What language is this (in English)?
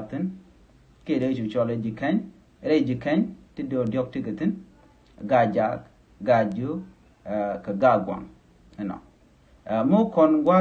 Nuer